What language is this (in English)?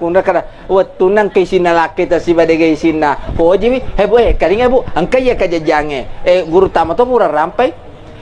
Buginese